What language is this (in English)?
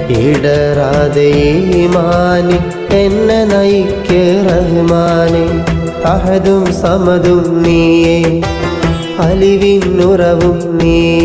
Malayalam